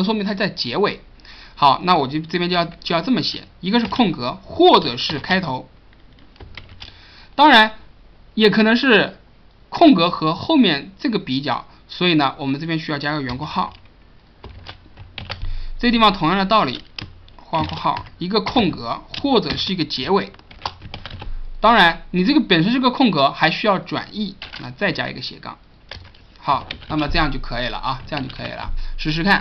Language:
Chinese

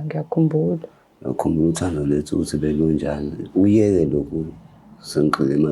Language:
Zulu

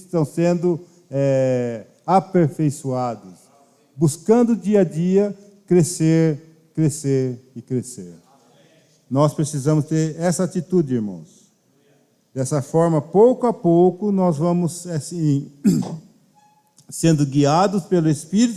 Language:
Portuguese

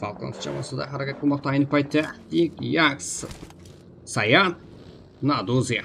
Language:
Kara-Kalpak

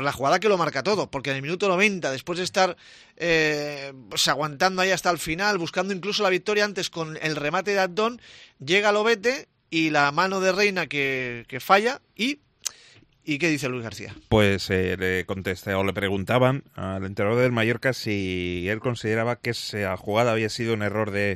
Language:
Spanish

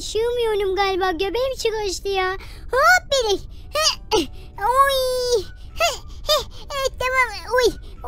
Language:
Turkish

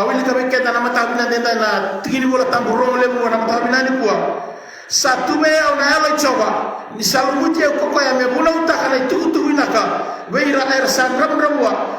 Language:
Fijian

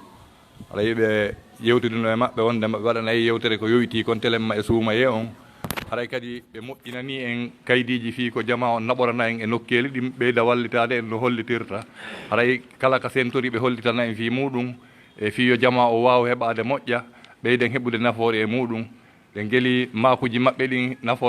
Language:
Fula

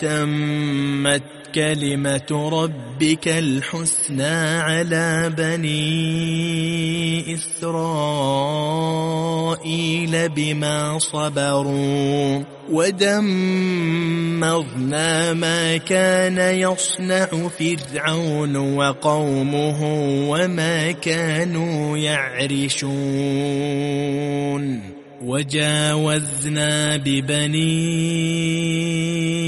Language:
Arabic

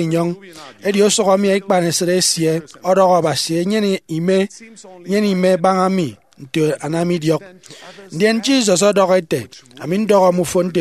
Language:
Efik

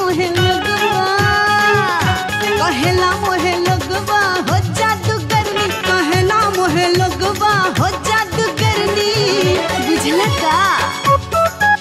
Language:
Bhojpuri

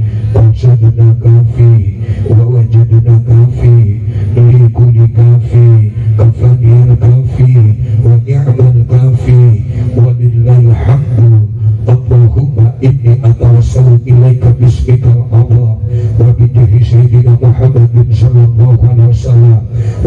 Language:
Javanese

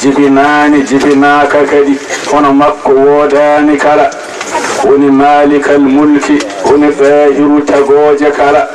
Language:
Fula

